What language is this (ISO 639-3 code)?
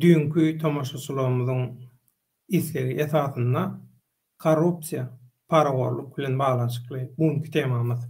tuk